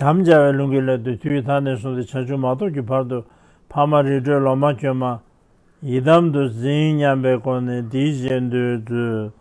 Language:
Tibetan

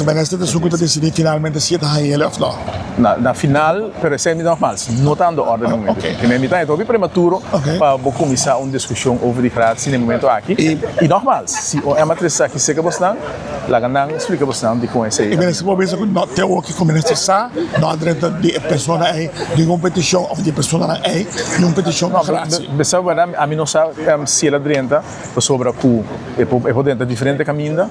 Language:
Papiamento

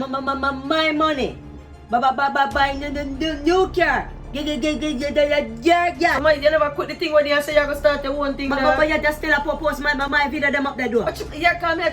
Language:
Jamaican Creole English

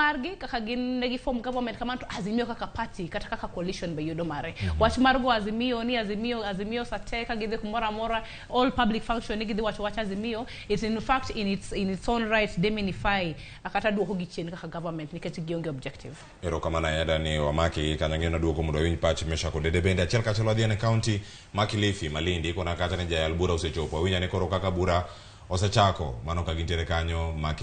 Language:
Luo (Kenya and Tanzania)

